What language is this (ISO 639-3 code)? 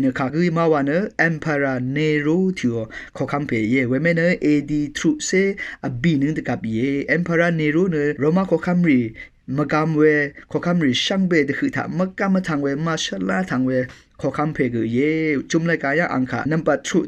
raw